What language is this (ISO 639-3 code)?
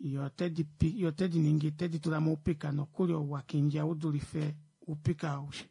kua